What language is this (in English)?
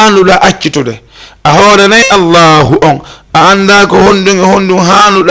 Fula